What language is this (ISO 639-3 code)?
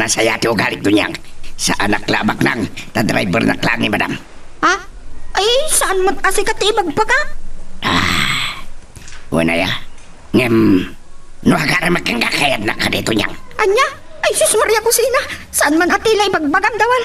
ilo